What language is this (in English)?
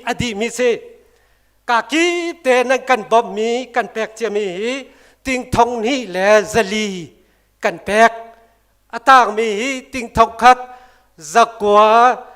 Hakha Chin